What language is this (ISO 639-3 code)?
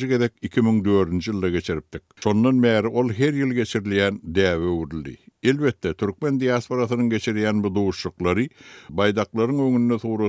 tuk